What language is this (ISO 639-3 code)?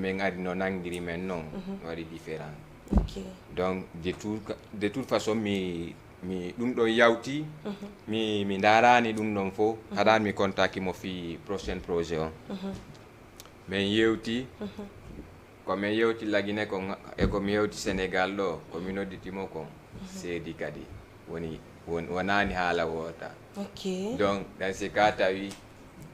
ful